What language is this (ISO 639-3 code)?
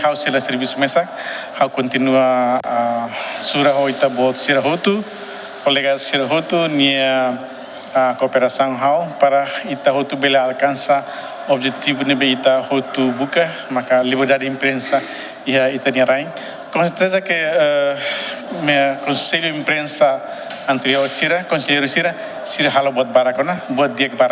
tet